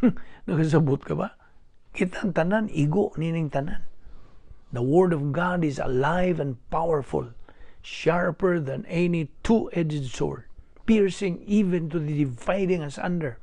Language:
Cebuano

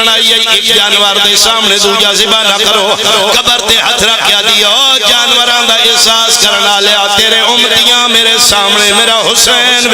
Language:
Pahari-Potwari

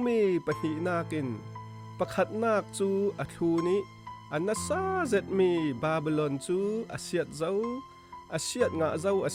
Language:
Falam Chin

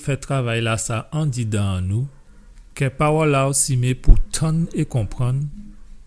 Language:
Guadeloupean Creole French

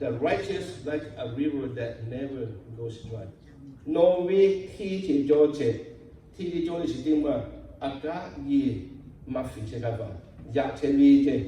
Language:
Lahu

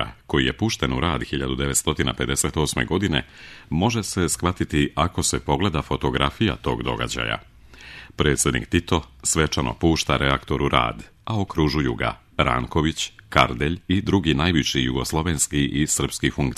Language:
Serbian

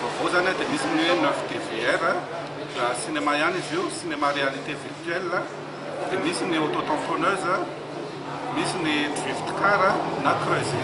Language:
Malagasy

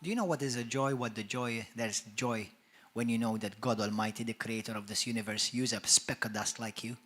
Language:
English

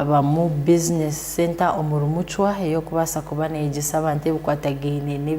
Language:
Tooro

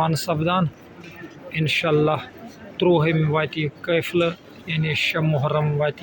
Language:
Kashmiri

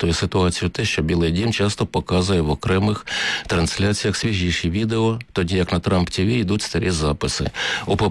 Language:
Ukrainian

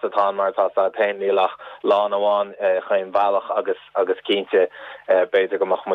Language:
Irish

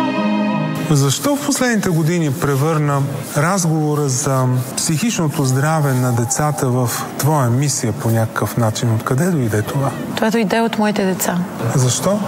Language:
Bulgarian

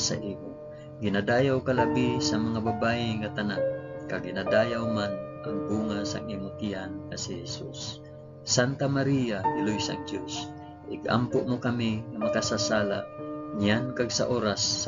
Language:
Hiligaynon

